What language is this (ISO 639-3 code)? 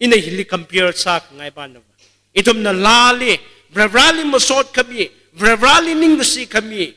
nmf